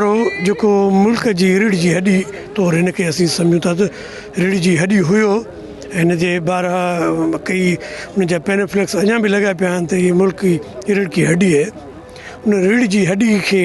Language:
Sindhi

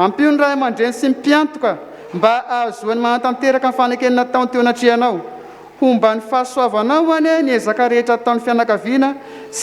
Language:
Malagasy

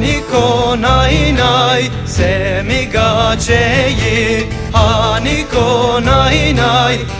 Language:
Zaza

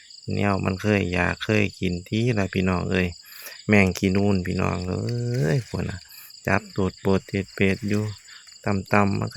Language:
Northeastern Thai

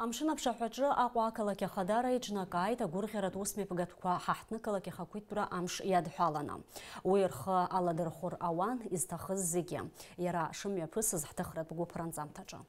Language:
Abkhazian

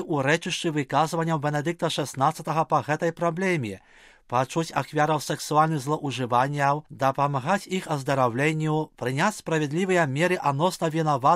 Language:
Belarusian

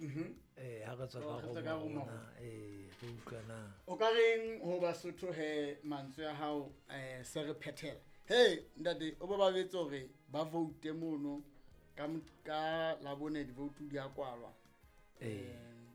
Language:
Southern Sotho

